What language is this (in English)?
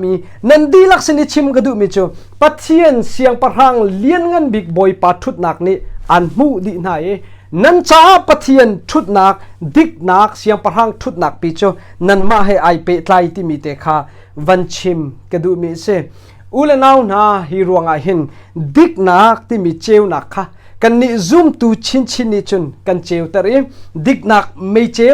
Hakha Chin